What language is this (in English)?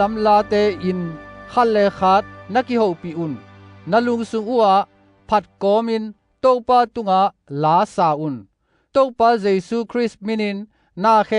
Tedim Chin